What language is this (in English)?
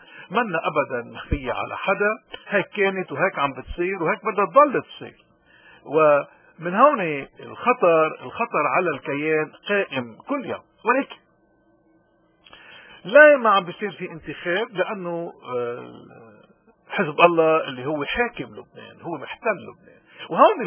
North Levantine Arabic